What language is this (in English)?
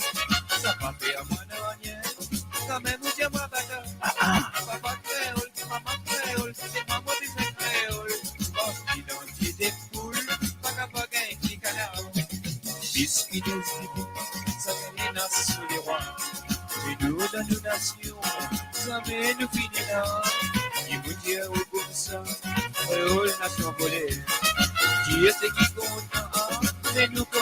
Morisyen